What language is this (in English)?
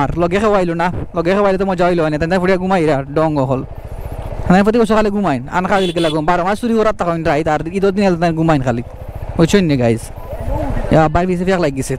Sylheti